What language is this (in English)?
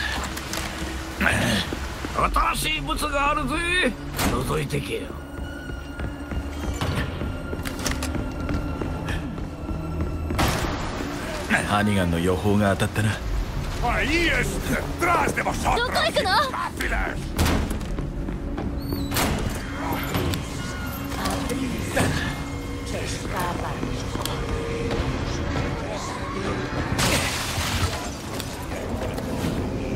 Japanese